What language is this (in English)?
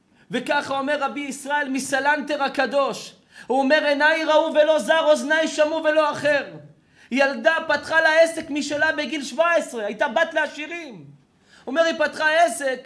Hebrew